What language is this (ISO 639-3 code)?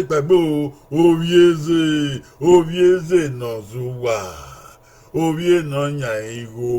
bin